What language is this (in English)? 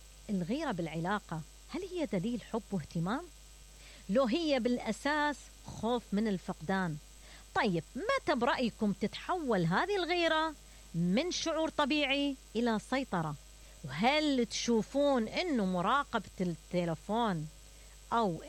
Mesopotamian Arabic